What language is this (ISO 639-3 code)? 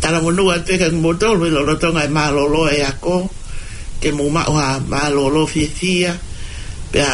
ton